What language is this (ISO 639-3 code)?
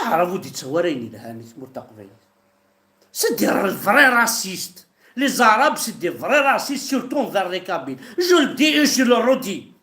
kab